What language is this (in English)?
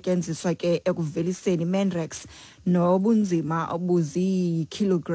Xhosa